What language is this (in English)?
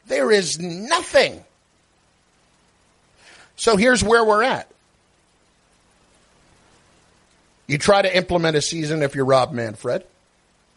English